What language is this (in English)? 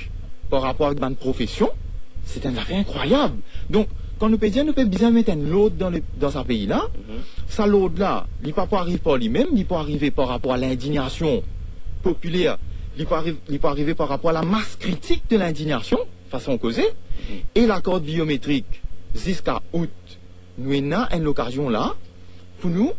Morisyen